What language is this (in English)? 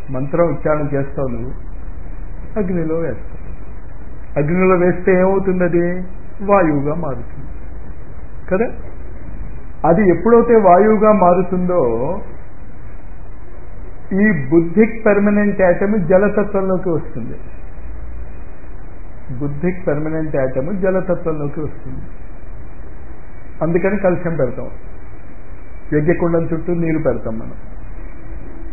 Telugu